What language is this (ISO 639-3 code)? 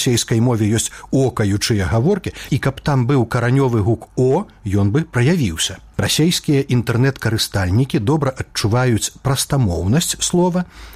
bel